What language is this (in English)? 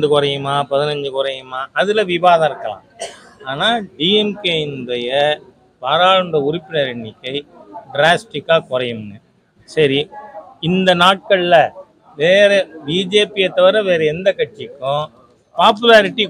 Tamil